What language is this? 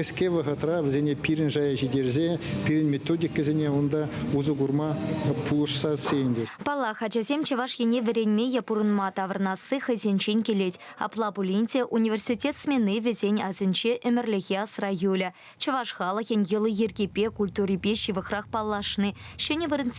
Chuvash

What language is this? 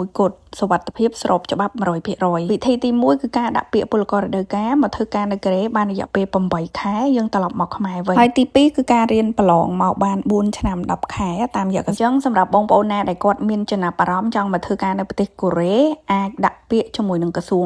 Khmer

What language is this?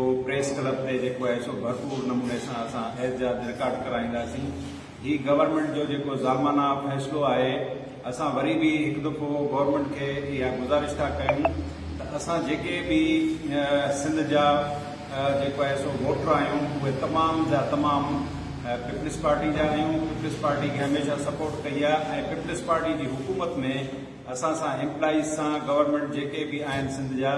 Sindhi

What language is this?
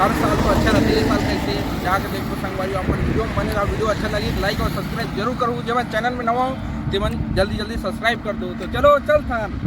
Chhattisgarhi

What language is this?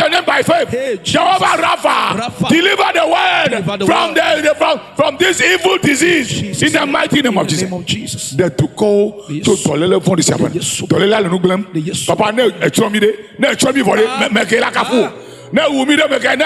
Ewe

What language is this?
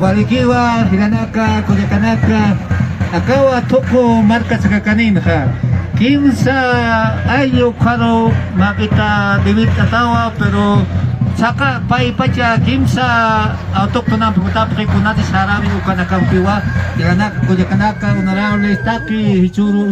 Aymara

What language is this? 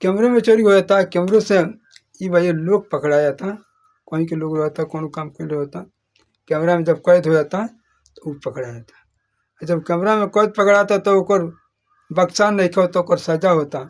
Bhojpuri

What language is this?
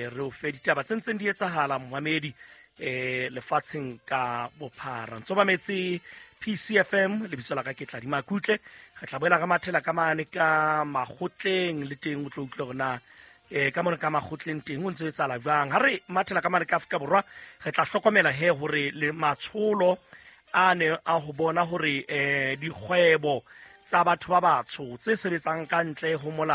Southern Sotho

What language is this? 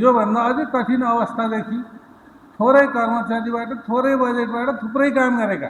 Nepali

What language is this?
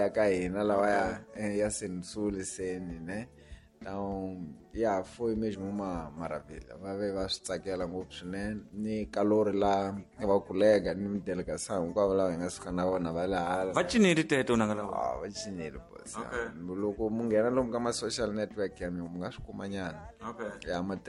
Tsonga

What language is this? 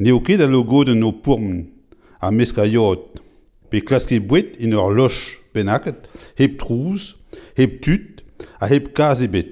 Breton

